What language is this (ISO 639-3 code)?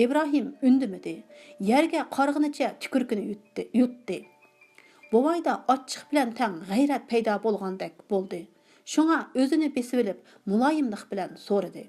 uig